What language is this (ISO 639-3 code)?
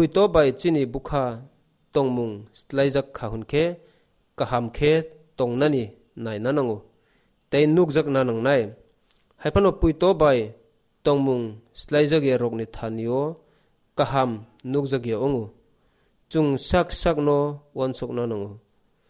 trp